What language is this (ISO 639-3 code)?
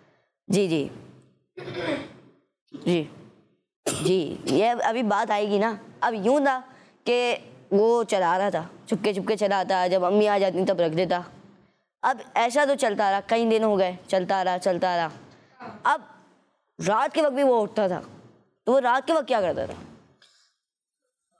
hin